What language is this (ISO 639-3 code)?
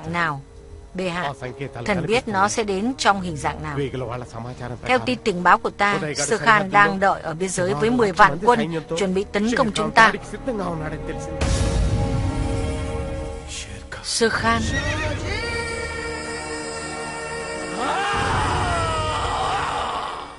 vie